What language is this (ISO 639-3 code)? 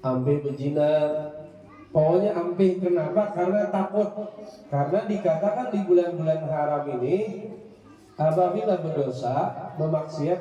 bjn